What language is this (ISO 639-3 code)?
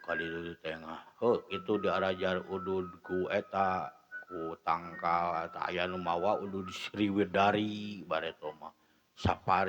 sun